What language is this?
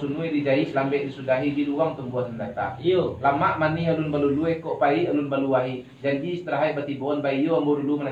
Minangkabau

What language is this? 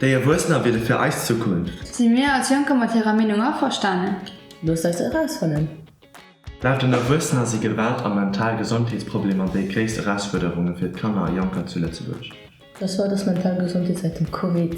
Luxembourgish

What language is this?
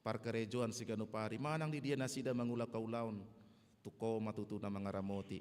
Batak Toba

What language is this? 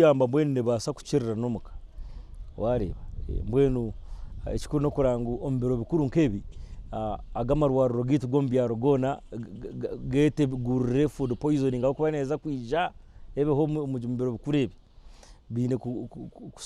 Nyankole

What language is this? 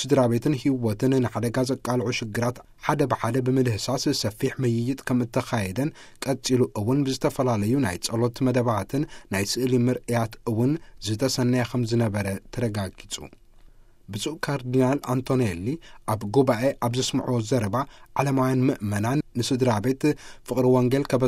Tigrinya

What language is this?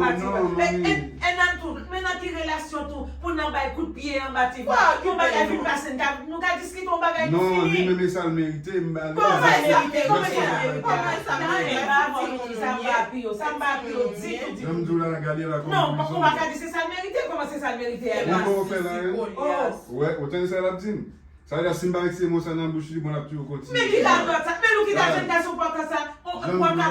Haitian Creole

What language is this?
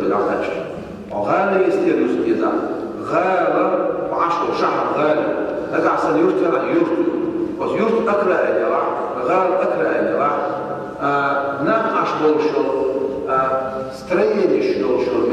Chechen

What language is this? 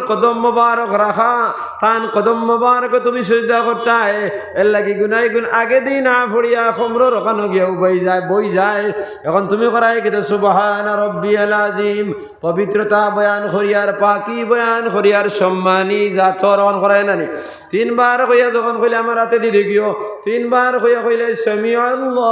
Sylheti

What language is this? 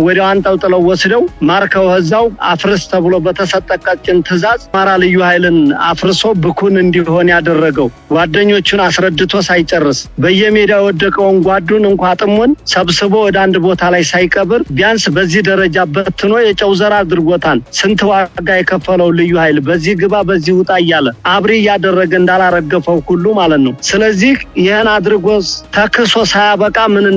Amharic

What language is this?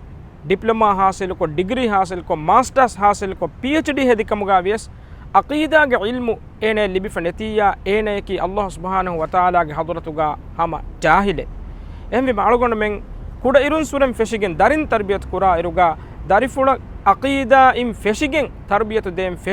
Divehi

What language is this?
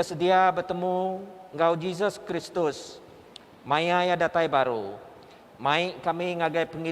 Iban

